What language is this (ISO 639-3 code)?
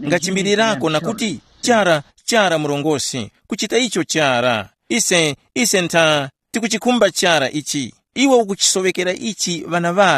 tum